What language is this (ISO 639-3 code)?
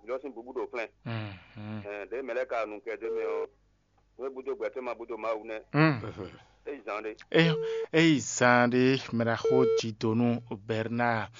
fon